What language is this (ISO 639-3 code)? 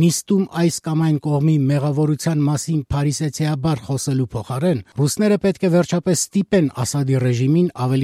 hye